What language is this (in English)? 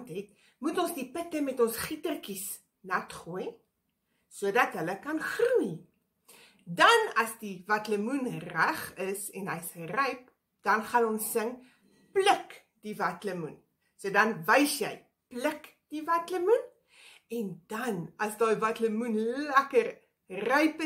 Afrikaans